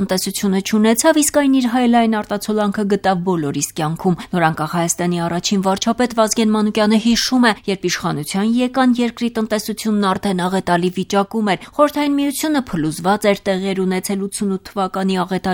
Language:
Armenian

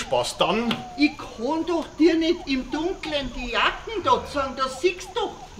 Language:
Bavarian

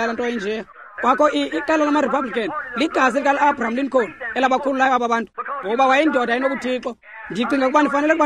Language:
Xhosa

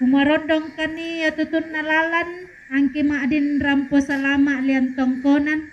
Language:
Toraja-Sa'dan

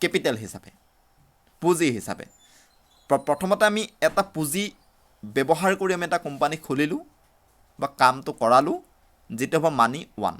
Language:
Assamese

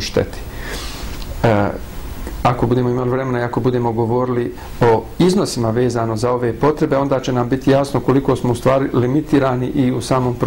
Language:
Bosnian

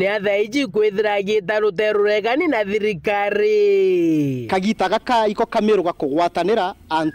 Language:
Meru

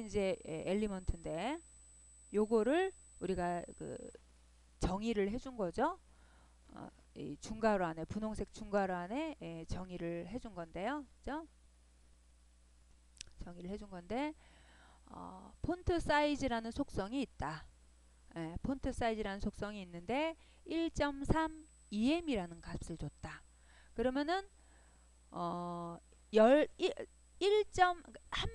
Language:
Korean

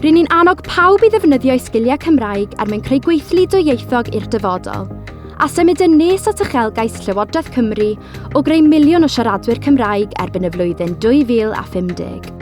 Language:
Welsh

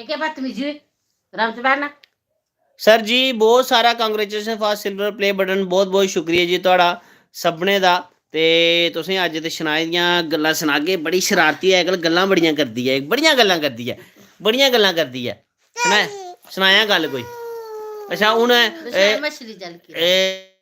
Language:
Dogri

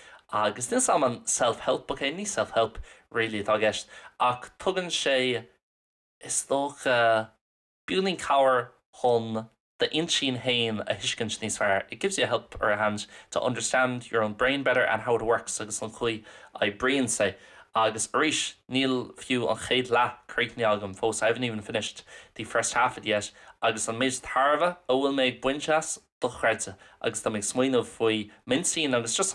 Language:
Irish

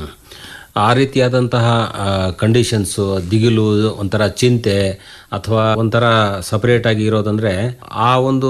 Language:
Kannada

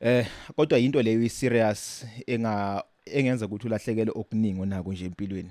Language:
Zulu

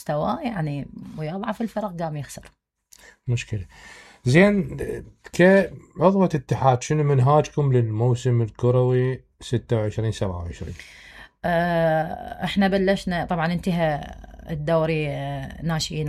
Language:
Mesopotamian Arabic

